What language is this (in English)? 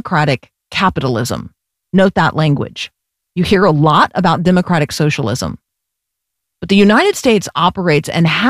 English